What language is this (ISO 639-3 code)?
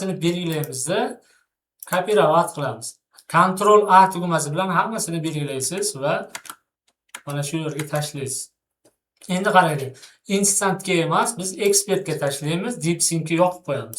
uzb